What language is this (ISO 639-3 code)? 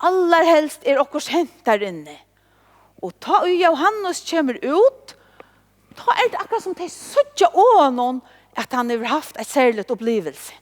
fao